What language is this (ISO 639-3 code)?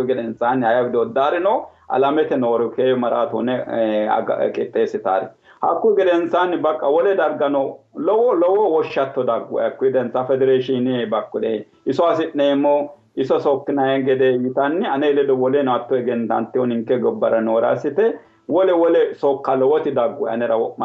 sid